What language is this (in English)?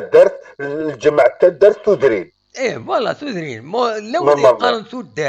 Kabyle